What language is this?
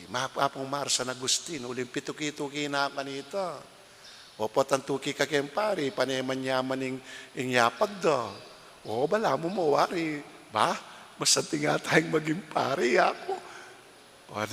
Pampanga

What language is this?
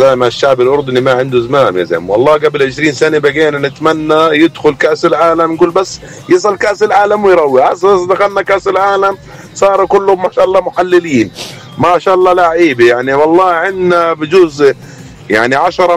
North Levantine Arabic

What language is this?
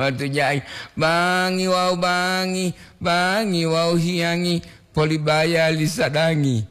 Gorontalo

